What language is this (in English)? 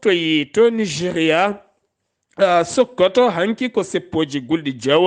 Fula